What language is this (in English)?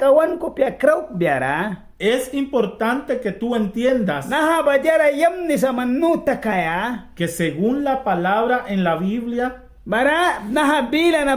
Mískito